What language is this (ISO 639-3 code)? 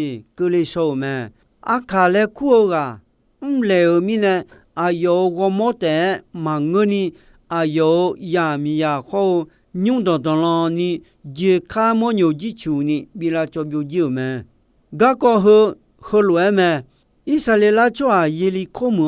ahk